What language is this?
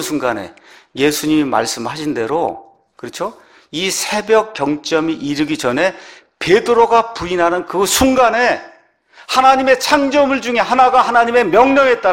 Korean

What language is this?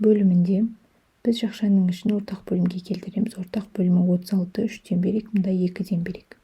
Kazakh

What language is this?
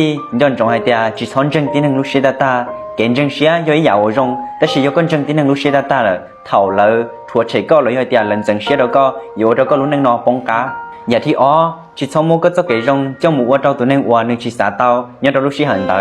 Hmong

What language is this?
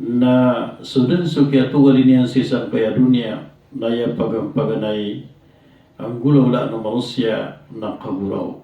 Maranao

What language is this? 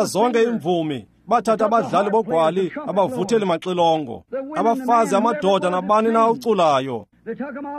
Xhosa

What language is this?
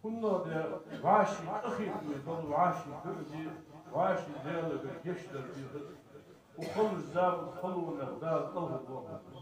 Ingush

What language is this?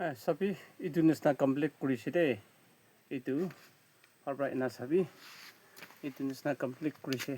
Naga Pidgin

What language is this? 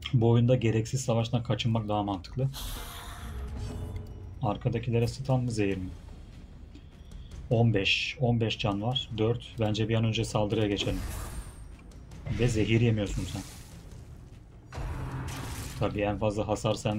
Turkish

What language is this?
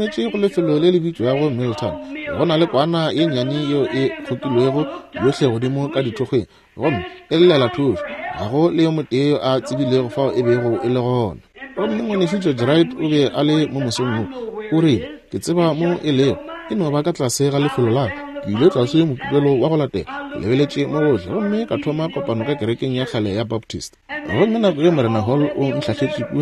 Northern Sotho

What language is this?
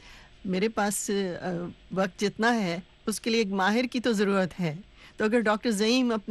Urdu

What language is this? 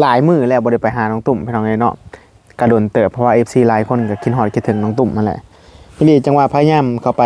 Northeastern Thai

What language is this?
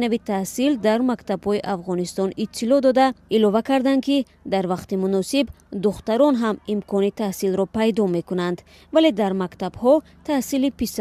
Tajik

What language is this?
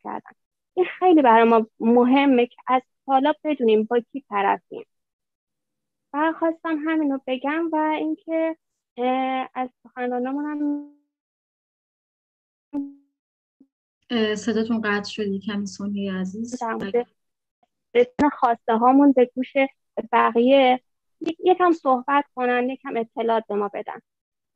Persian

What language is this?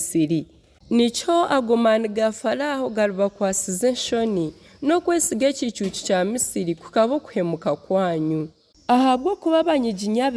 Nyankole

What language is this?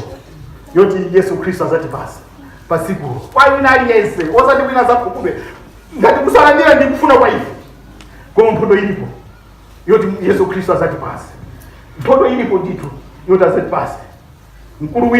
Nyanja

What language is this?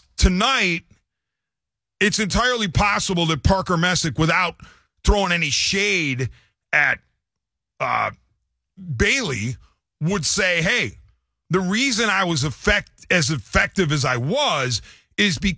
English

